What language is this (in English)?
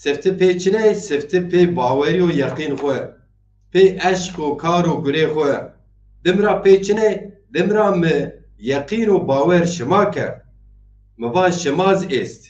Zaza